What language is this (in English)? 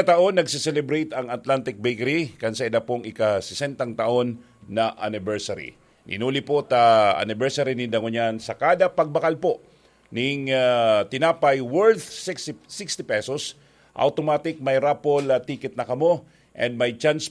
Bikol